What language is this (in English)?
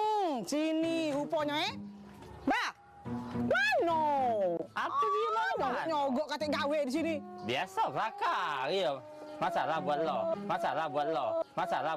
Musi